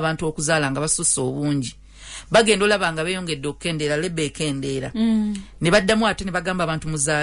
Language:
Ganda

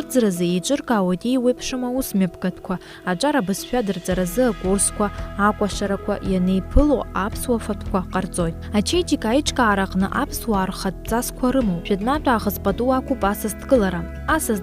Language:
Abkhazian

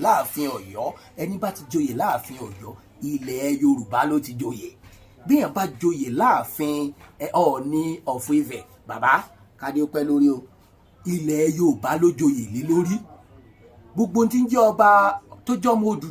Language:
Yoruba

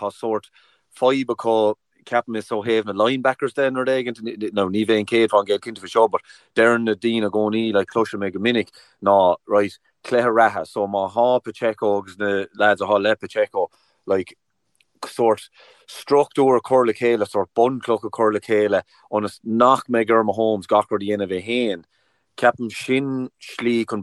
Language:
Irish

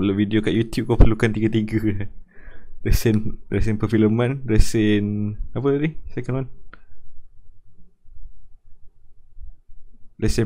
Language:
Malay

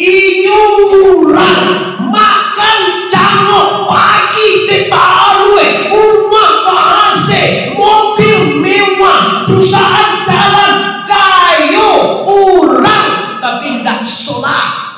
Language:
Minangkabau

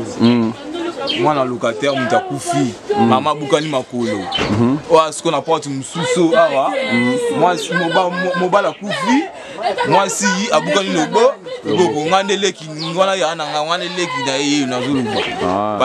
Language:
Lingala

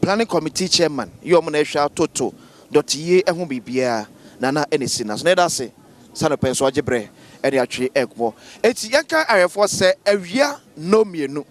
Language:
Akan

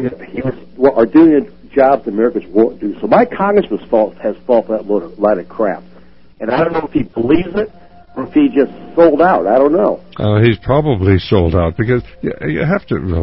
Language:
English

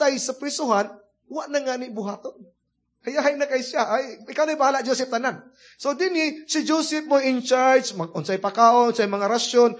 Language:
Cebuano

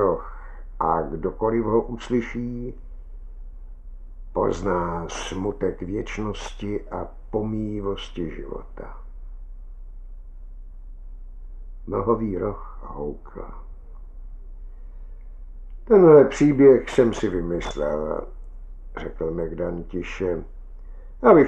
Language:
Czech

